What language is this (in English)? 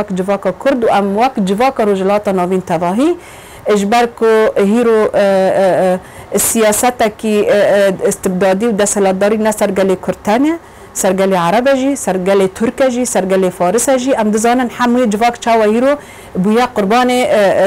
Kurdish